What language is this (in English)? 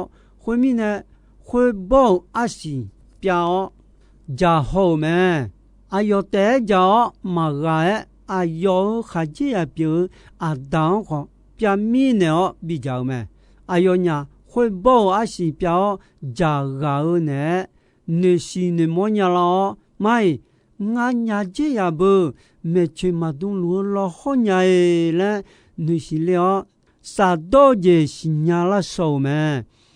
Akha